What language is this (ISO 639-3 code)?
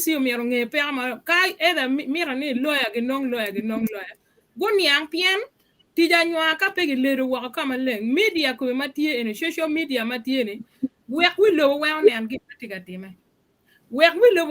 ach